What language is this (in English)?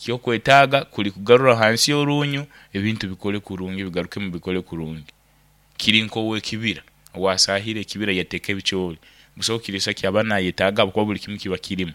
Nyoro